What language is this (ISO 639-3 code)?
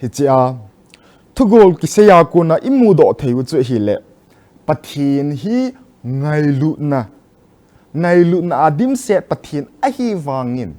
tcz